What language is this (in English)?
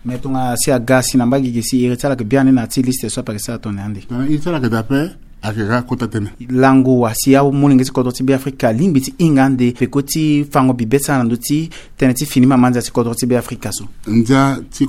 Sango